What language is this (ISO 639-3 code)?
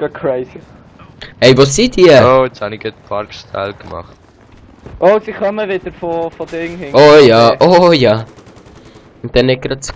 gsw